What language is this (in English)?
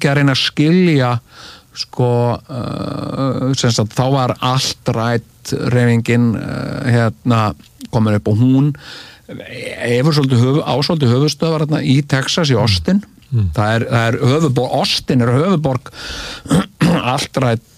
Icelandic